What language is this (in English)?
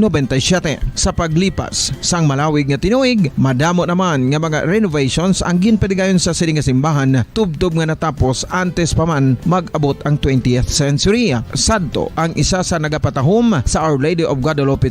Hiligaynon